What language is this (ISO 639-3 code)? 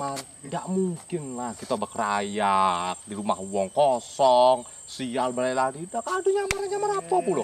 mui